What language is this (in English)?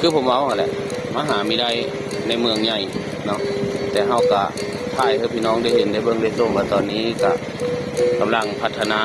Northeastern Thai